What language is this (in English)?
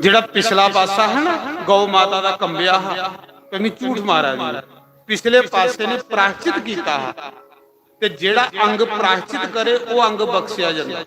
Dogri